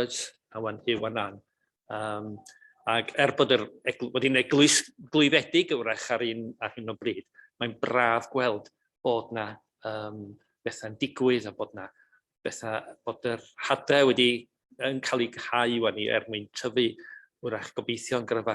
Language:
Welsh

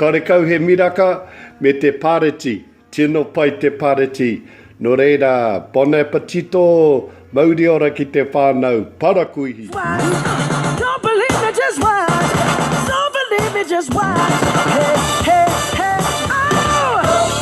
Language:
Māori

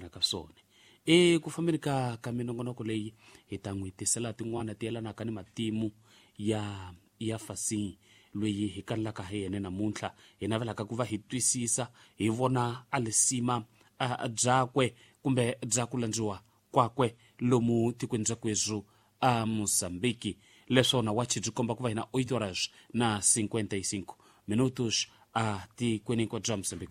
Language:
Tsonga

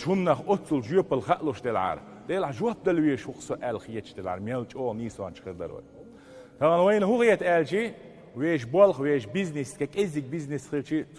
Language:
Chechen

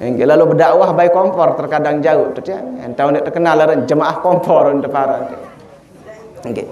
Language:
Sasak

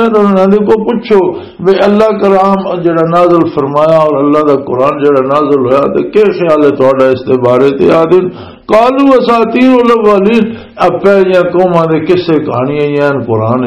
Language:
Western Panjabi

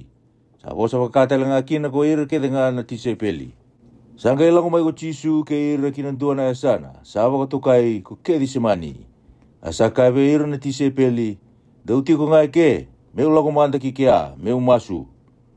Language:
Fijian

